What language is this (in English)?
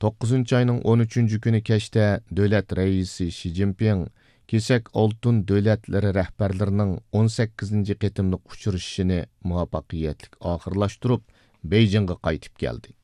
Uyghur